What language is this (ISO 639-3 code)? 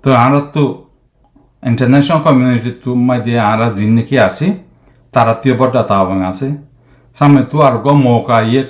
rhg